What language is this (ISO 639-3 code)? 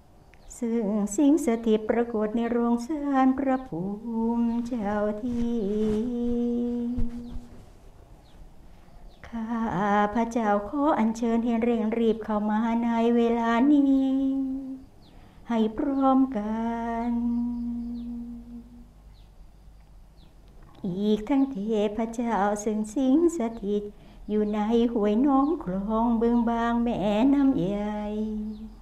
tha